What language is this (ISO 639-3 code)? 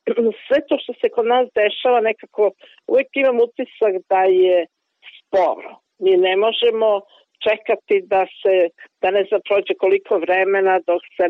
bos